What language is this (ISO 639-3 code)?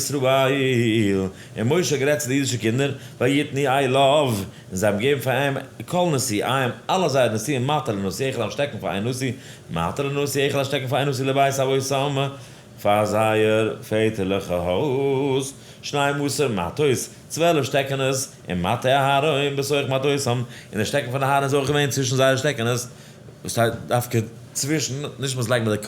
yid